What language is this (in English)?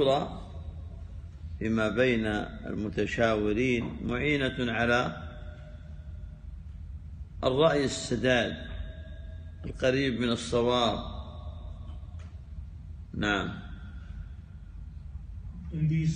Arabic